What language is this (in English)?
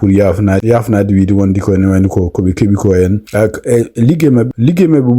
Fula